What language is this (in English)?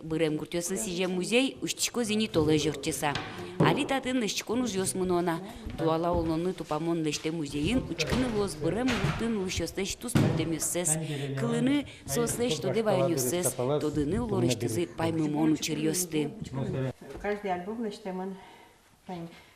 Udmurt